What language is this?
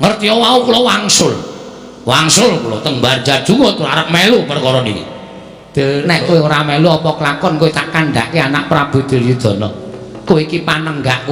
Javanese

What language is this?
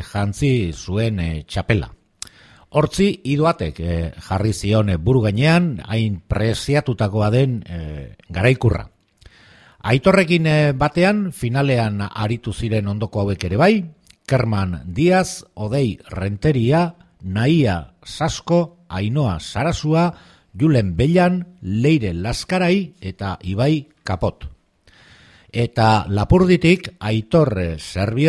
Basque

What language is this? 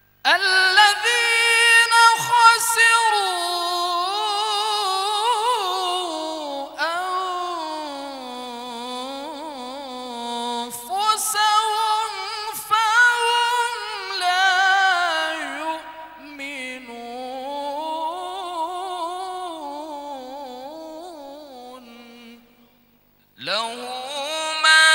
Arabic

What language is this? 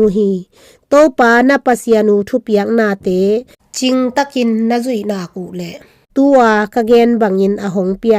Tedim Chin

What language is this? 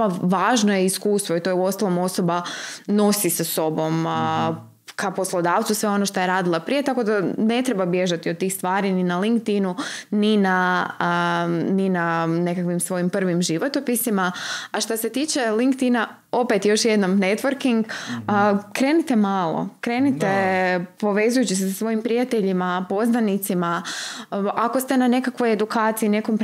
Croatian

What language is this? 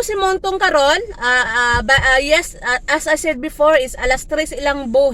Cebuano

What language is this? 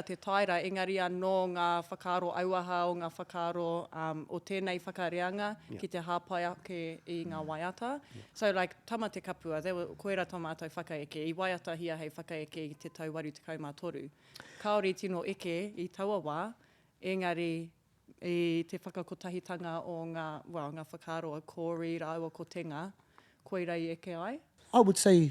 Māori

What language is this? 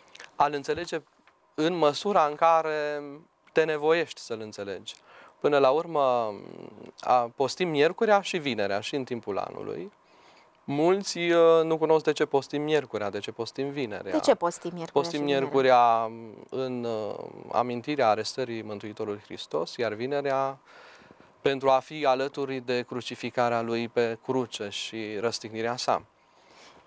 Romanian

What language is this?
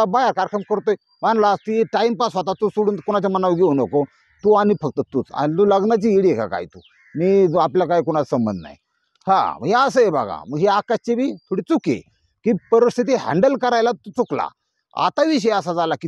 Marathi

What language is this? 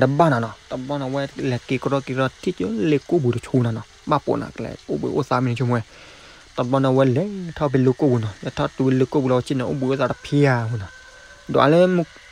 S'gaw Karen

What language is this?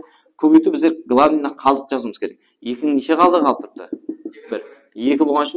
Kara-Kalpak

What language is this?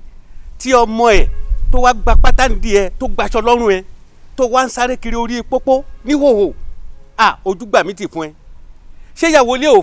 Yoruba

